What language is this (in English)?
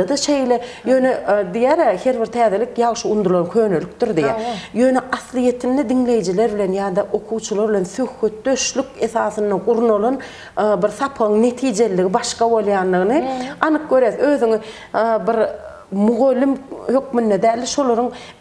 Turkmen